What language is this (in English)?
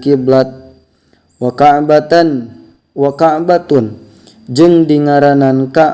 Sundanese